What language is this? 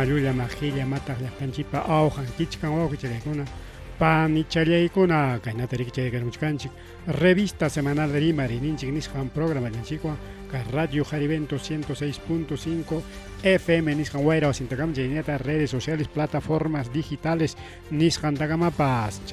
Ayacucho Quechua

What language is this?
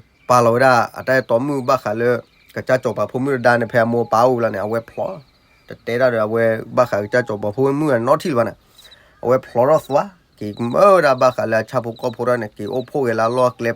S'gaw Karen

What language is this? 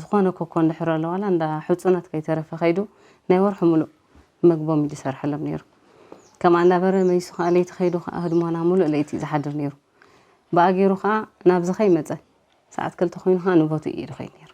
Tigrinya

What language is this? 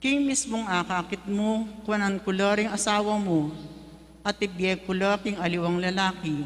Pampanga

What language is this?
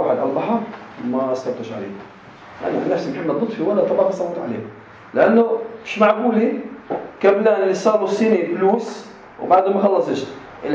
North Levantine Arabic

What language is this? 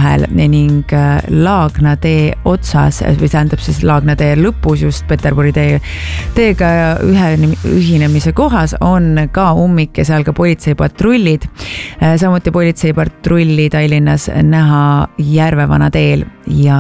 Estonian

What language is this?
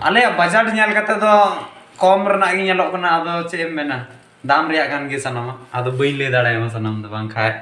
Santali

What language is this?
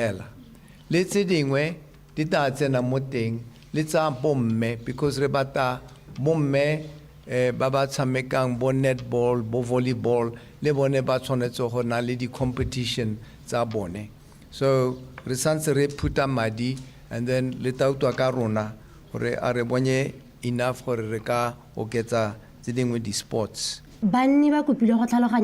Tswana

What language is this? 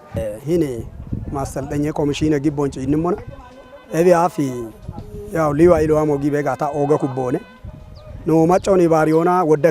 Kafa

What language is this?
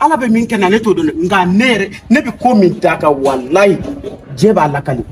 Bambara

